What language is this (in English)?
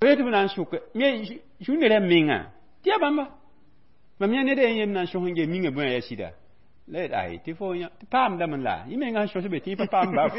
Mossi